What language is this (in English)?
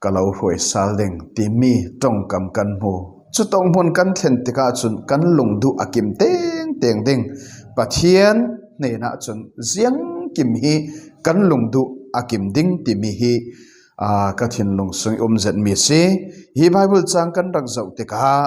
Falam Chin